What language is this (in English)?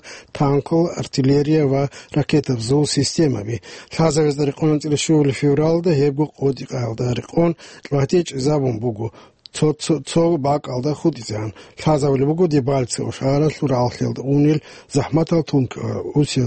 Avaric